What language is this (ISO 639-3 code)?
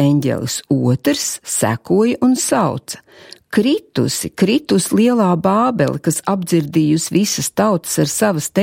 lav